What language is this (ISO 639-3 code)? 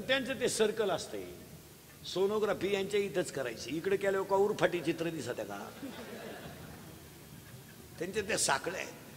mar